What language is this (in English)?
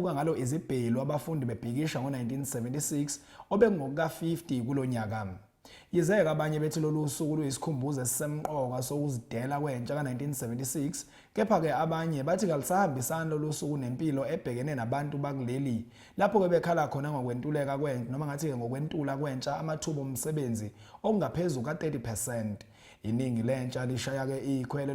Zulu